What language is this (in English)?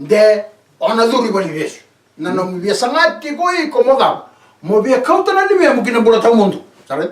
Fijian